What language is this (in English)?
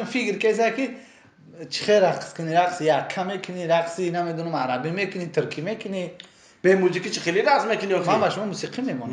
Tajik